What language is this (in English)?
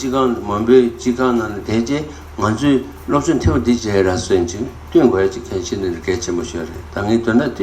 Tibetan